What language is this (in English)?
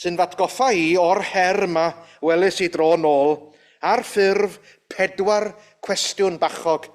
Welsh